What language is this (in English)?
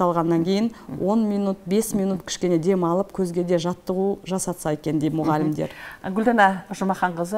Kazakh